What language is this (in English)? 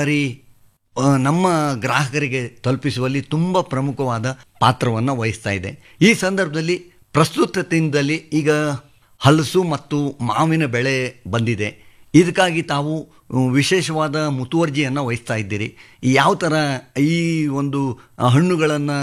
Kannada